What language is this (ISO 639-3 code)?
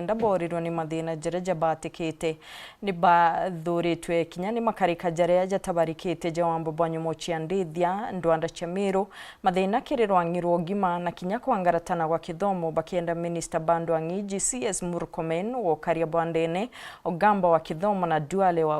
mer